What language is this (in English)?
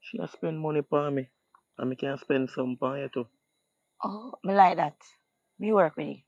Jamaican Creole English